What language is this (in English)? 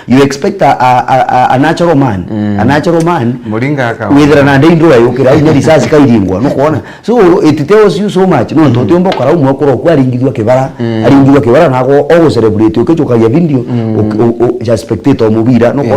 Meru